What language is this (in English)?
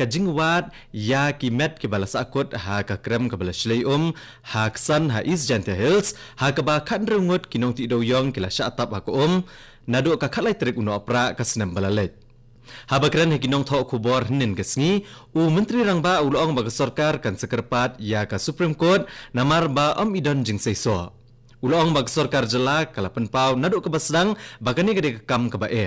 Khasi